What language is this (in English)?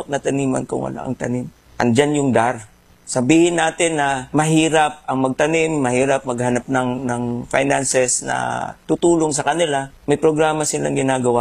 Filipino